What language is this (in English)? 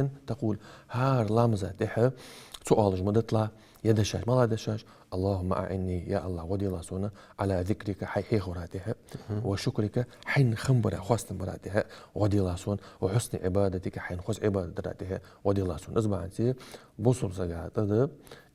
Ingush